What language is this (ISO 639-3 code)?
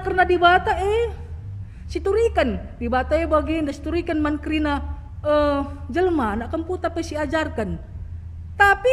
btx